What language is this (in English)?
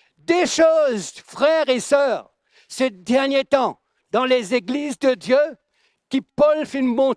Morisyen